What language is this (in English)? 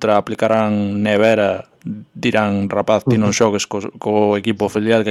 Galician